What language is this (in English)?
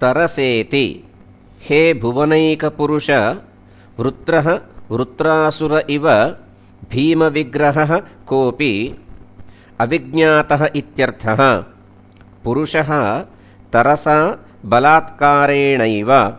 Sanskrit